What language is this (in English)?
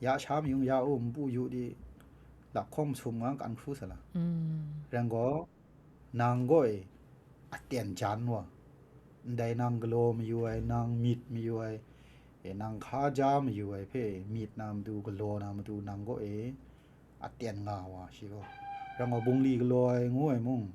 Kachin